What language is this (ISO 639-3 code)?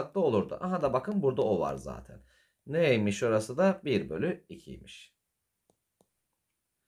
tur